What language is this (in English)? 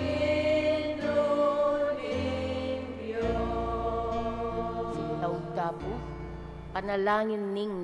Pampanga